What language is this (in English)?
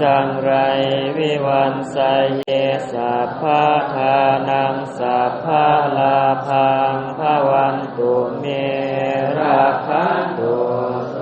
Pali